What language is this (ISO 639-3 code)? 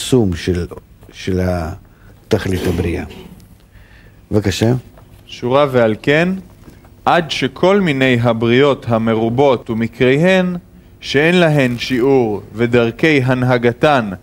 heb